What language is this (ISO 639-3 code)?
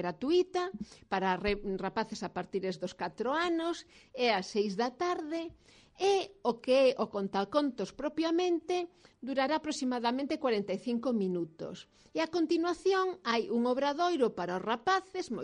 glg